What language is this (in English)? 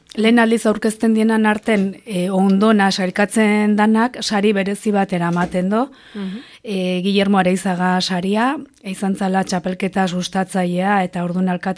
Basque